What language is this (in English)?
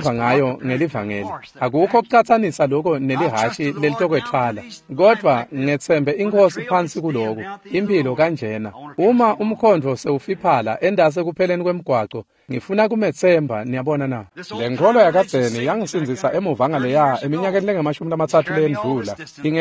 Swati